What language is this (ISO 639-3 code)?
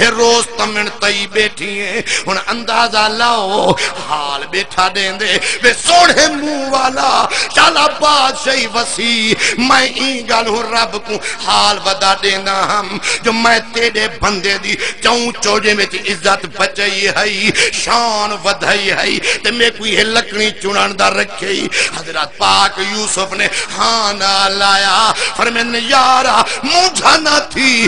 skr